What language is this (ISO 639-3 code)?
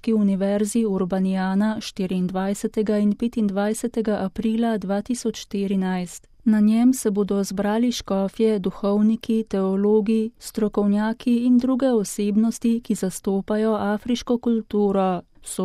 slv